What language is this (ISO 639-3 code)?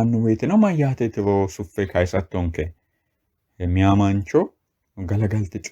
sid